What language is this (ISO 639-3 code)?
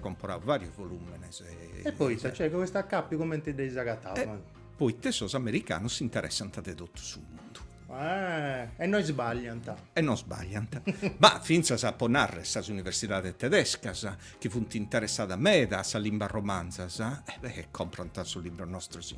srd